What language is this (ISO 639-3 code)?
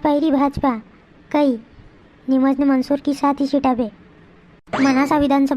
raj